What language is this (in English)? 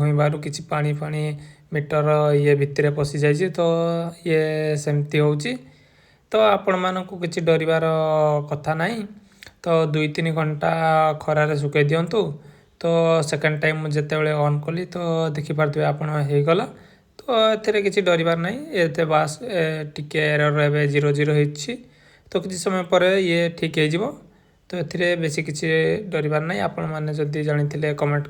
Odia